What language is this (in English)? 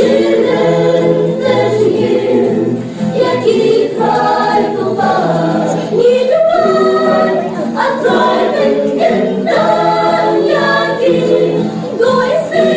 Khasi